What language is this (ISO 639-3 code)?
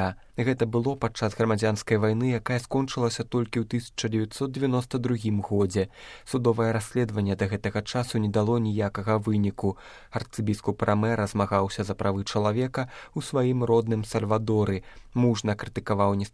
bel